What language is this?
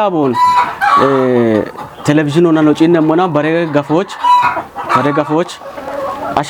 Kafa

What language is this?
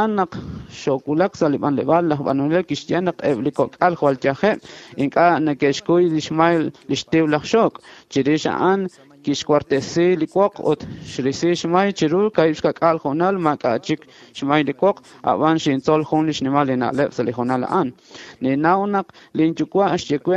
Kekchí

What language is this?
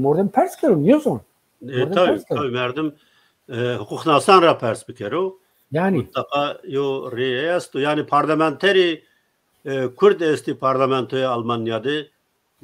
Zaza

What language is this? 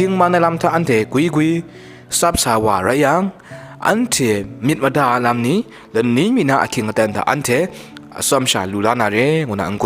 Kachin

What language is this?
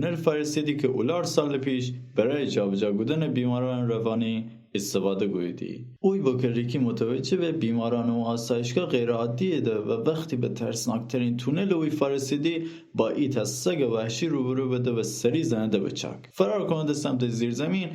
Gilaki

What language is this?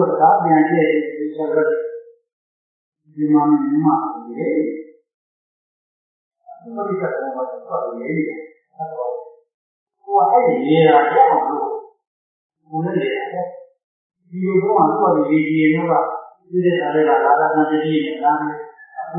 Burmese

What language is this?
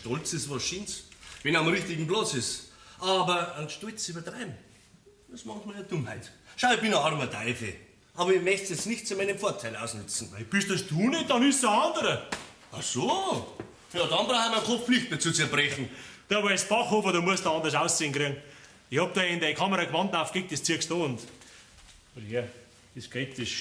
Bavarian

